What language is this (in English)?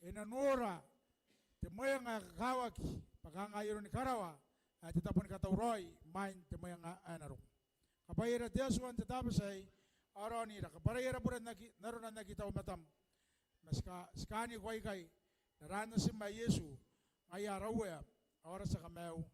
Gilbertese